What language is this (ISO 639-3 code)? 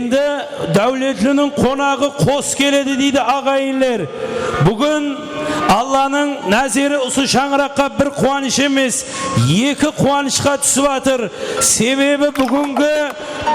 kaa